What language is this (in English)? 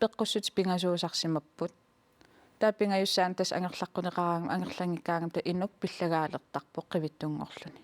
Kalaallisut